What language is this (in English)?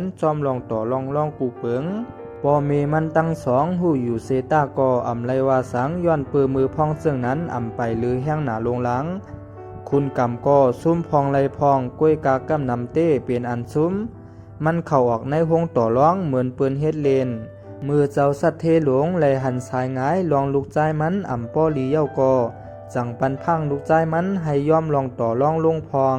Shan